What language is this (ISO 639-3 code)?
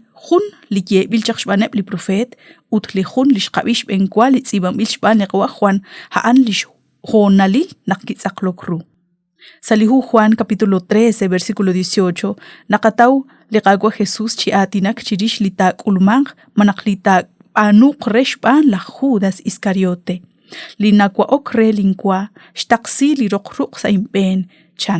kek